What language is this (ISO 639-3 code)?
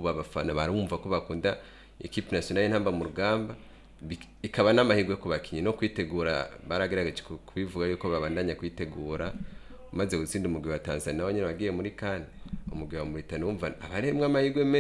run